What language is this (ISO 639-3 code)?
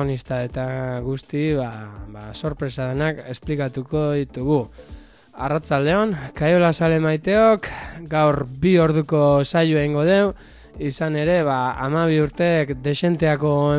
eus